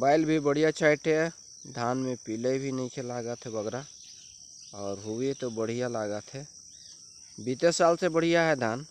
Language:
Sadri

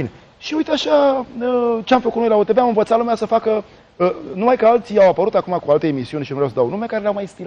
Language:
Romanian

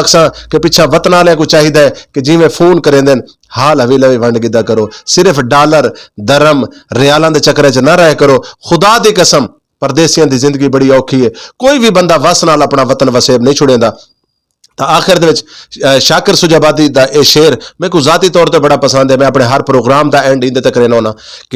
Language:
Saraiki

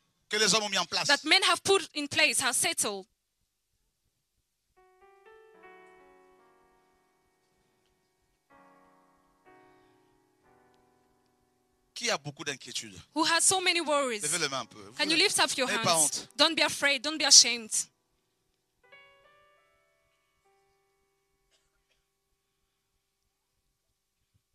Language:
French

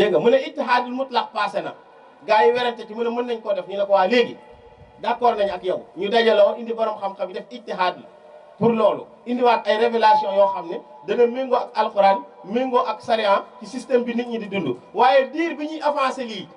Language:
Wolof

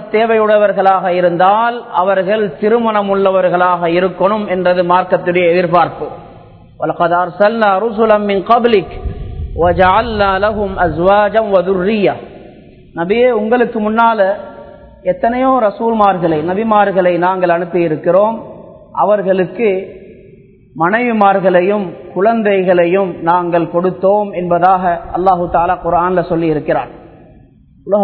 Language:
Tamil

